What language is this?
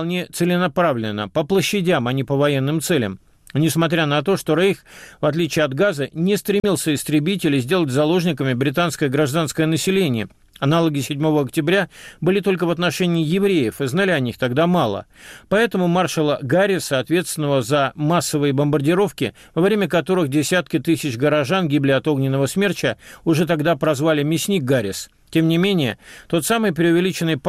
Russian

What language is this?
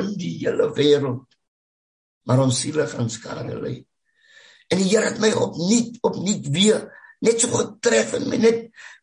Afrikaans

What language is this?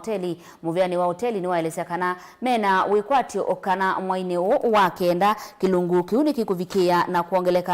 Kamba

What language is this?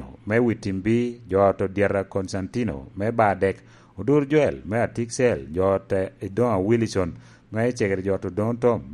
Lango (Uganda)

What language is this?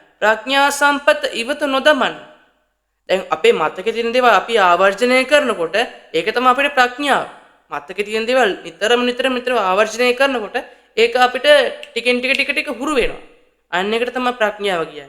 Sinhala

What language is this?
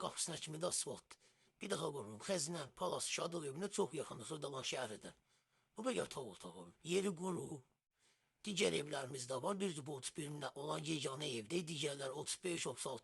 Azerbaijani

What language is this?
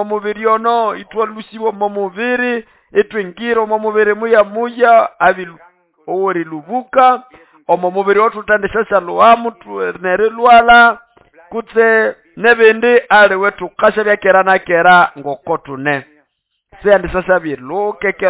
Nande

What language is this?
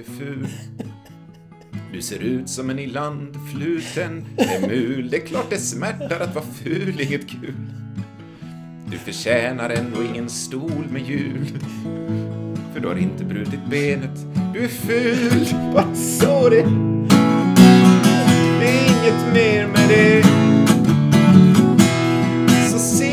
Swedish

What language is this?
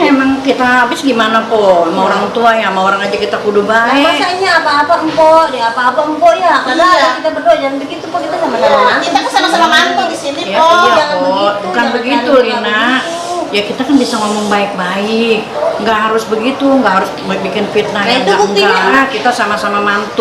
Betawi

